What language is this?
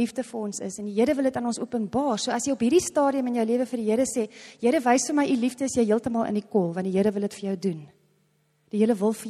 Afrikaans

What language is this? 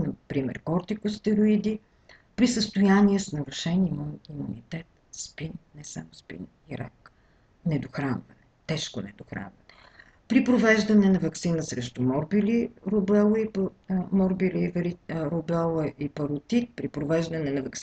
Bulgarian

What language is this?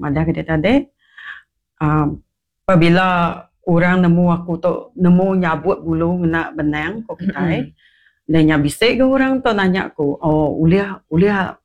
Iban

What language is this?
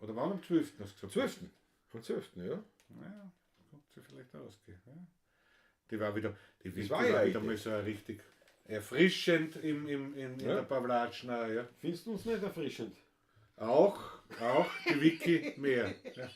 Bavarian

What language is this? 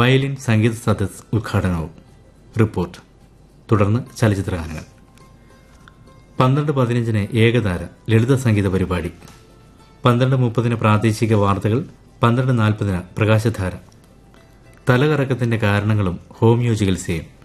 Malayalam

